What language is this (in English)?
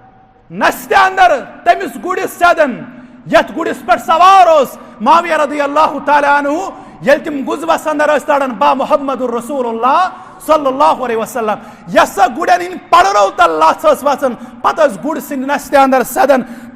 Kashmiri